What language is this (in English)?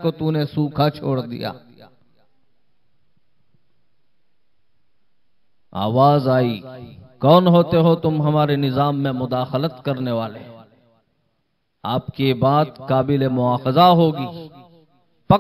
Hindi